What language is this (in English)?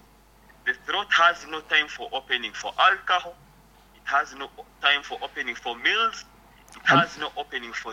Nyoro